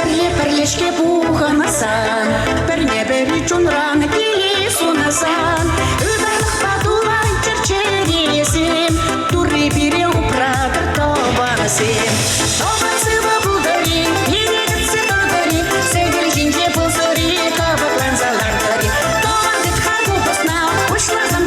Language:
Chuvash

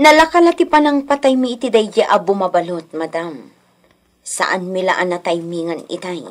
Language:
Iloko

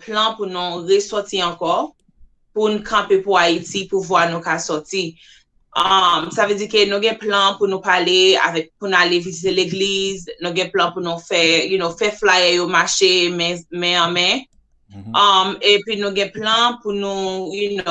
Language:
Haitian Creole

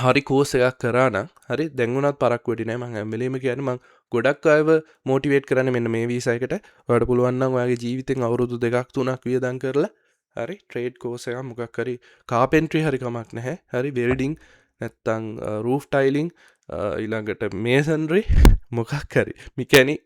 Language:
Sinhala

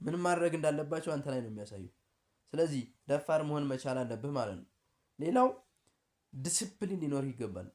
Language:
Amharic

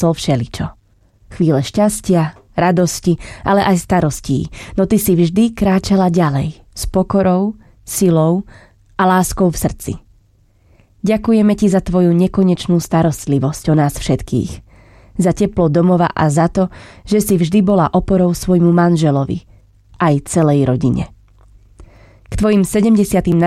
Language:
Slovak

